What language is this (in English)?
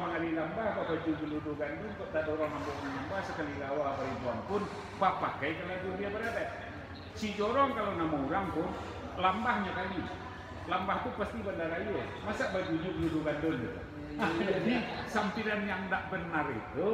Minangkabau